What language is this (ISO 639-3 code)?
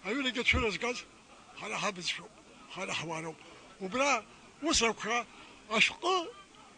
abk